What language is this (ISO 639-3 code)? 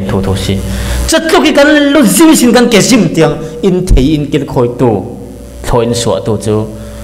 cfm